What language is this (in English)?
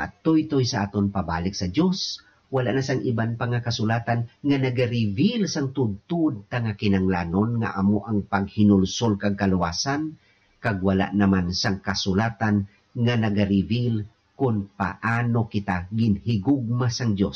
Hiligaynon